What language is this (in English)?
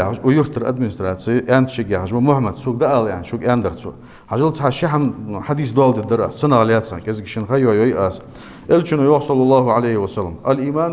Ingush